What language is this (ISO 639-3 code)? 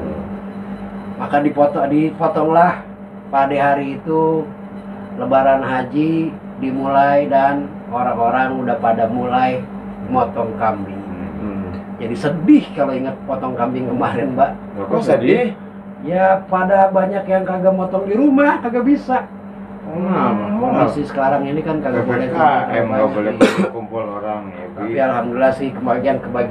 bew